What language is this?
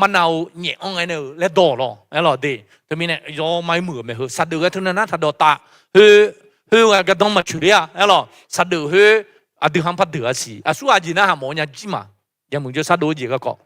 Akha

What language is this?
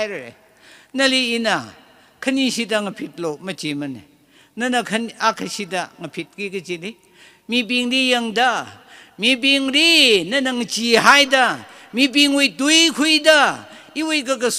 Tangkhul Naga (India)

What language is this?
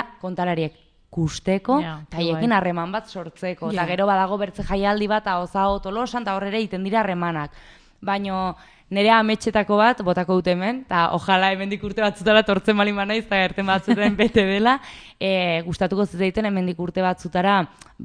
Basque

